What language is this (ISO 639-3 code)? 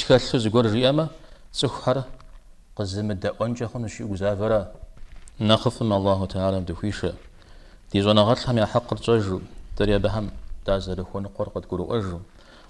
kbd